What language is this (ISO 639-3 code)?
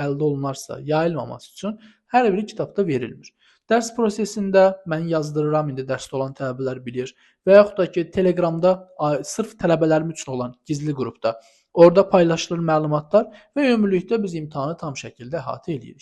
aze